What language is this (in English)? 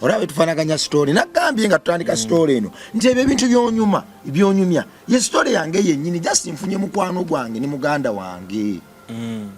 Ganda